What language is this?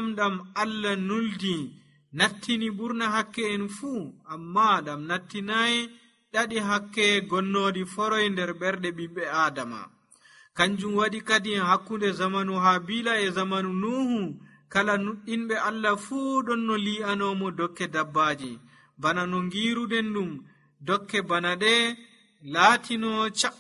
Nigerian Fulfulde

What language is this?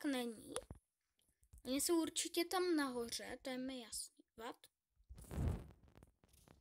Czech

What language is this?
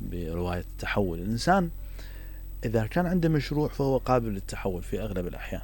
Mesopotamian Arabic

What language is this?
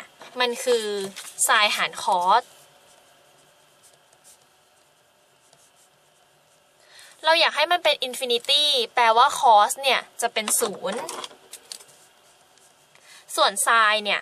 Thai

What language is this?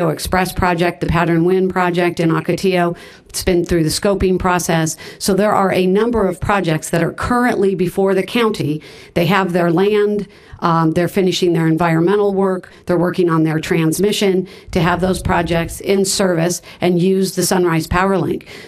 English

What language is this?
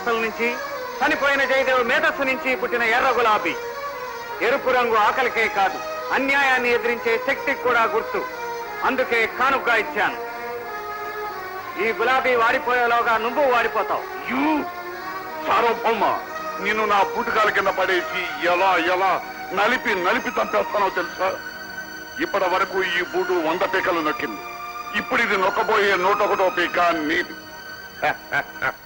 Telugu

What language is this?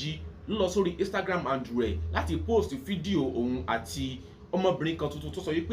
Yoruba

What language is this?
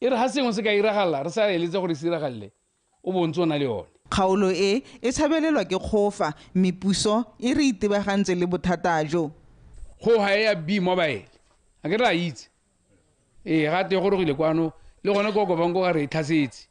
Tswana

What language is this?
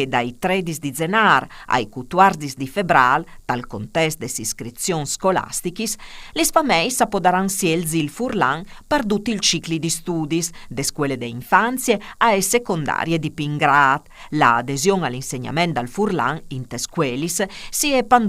Friulian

